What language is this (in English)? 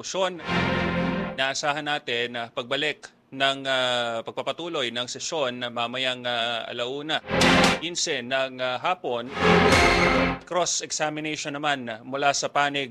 Filipino